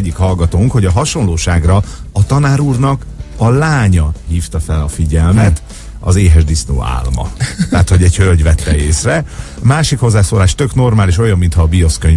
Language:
Hungarian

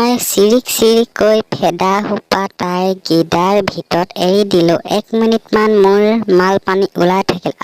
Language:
Assamese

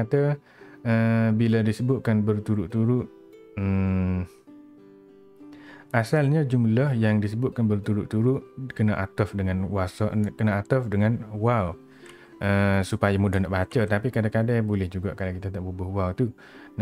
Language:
Malay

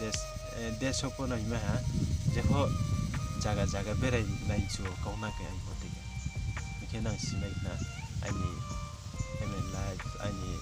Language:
Riang (India)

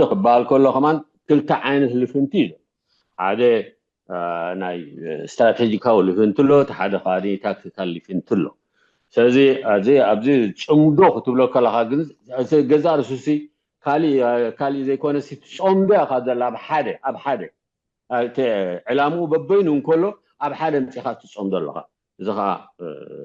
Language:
Tigrinya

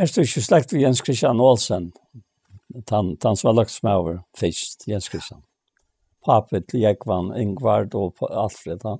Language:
Faroese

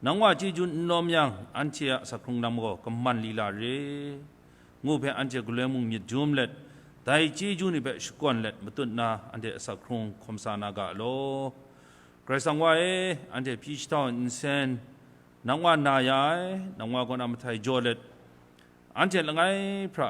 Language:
Kachin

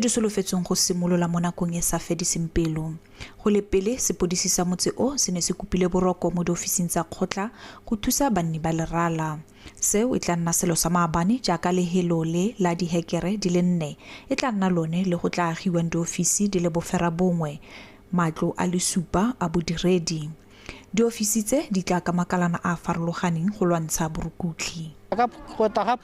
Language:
Tswana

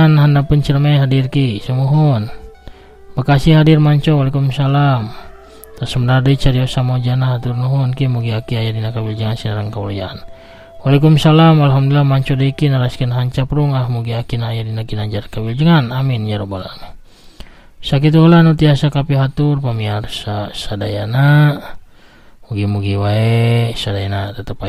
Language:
Sundanese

